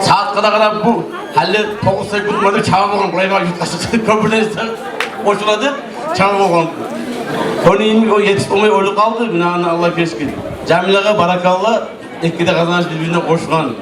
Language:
Kumyk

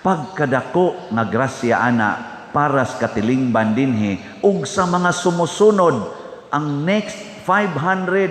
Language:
Cebuano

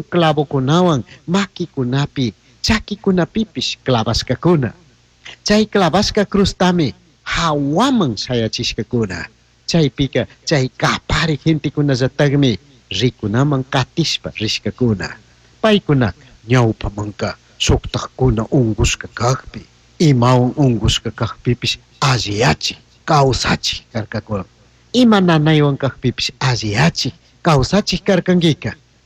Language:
Chimborazo Highland Quichua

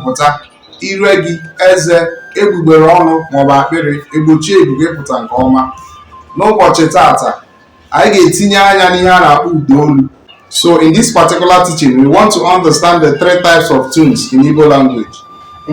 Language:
Igbo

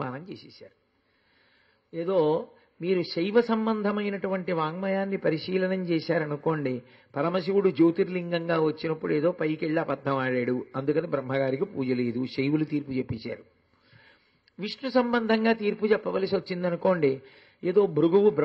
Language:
Telugu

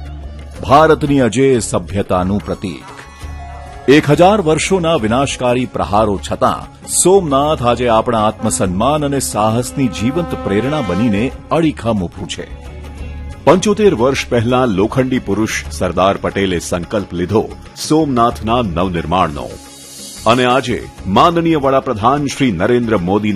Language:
Gujarati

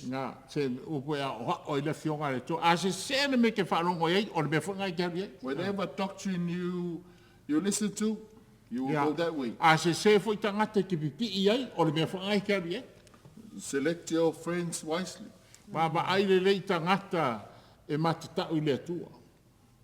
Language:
Samoan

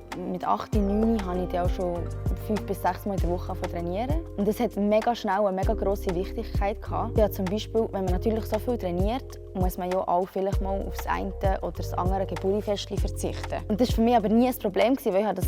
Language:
Swiss German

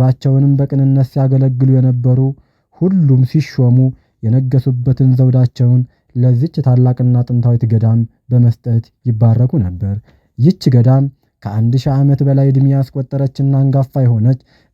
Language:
Amharic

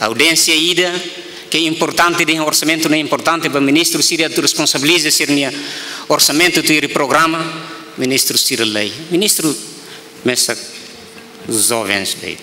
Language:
Tetum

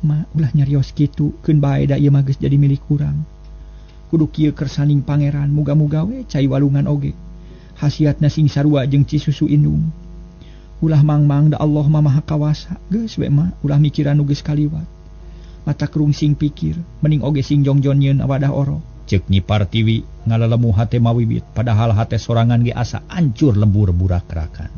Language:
Sundanese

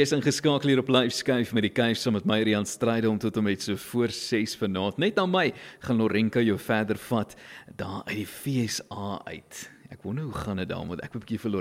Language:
Afrikaans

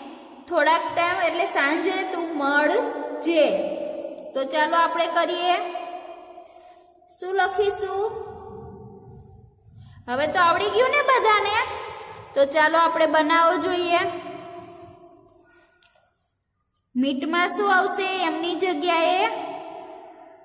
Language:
Gujarati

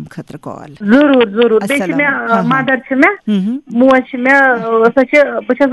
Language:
Kashmiri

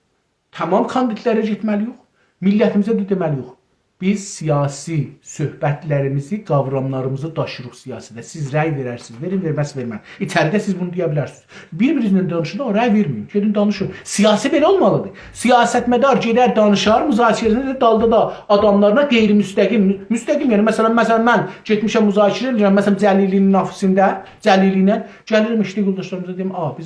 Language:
South Azerbaijani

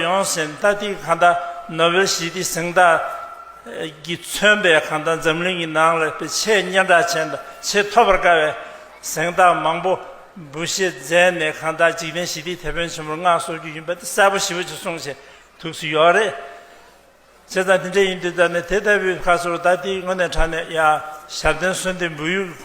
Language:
Tibetan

